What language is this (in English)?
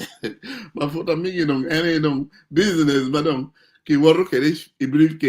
Acoli